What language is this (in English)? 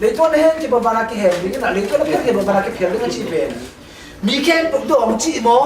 Tedim Chin